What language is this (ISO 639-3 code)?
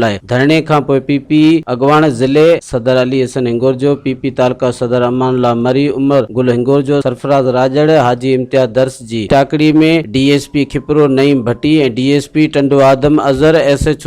snd